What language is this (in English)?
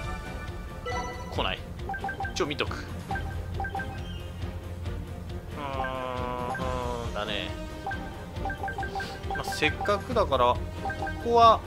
Japanese